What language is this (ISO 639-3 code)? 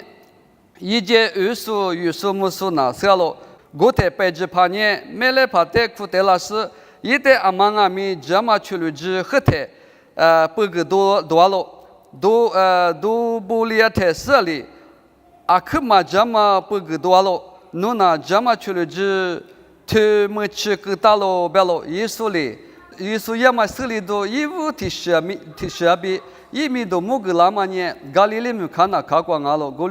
lis